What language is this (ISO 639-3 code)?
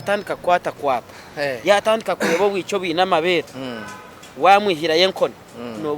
nyn